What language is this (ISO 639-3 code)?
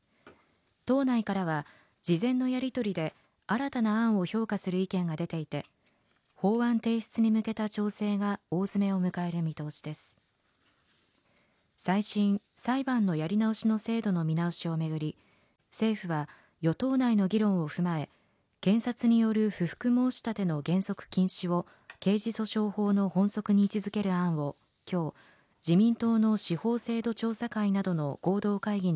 jpn